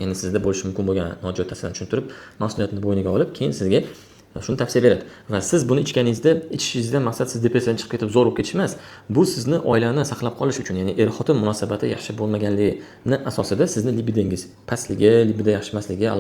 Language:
Uzbek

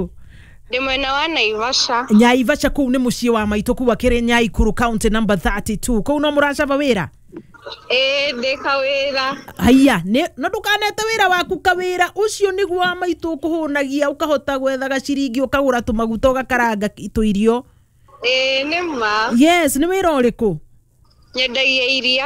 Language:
Kikuyu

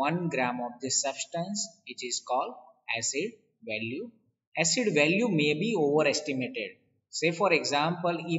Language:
English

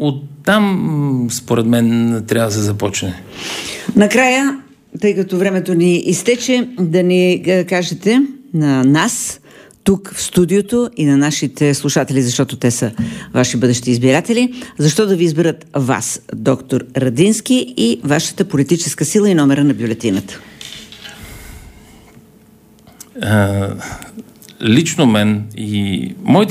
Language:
Bulgarian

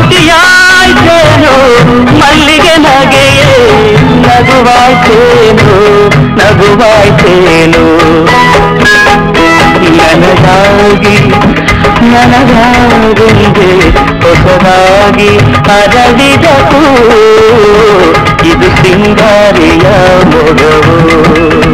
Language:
Kannada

